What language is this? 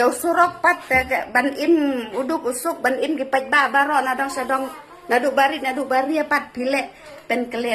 Khasi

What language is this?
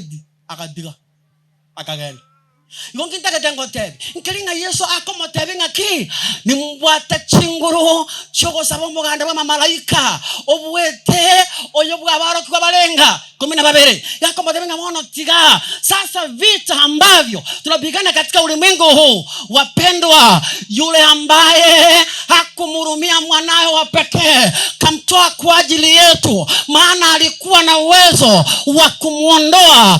Gusii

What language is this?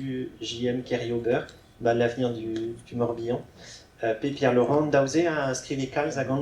Breton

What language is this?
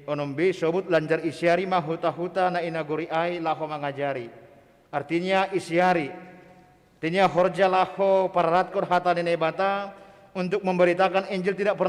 Batak Simalungun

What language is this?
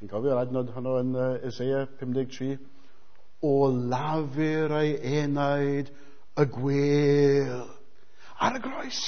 Welsh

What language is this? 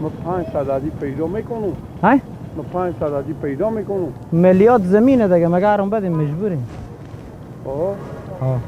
Persian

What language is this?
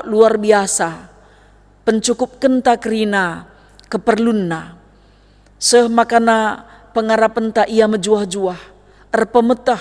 Batak Karo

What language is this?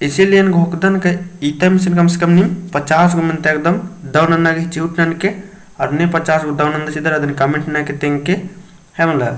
Kurukh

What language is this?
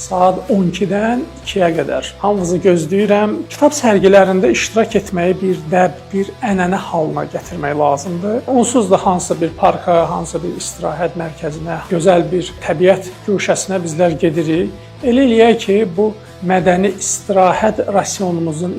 Azerbaijani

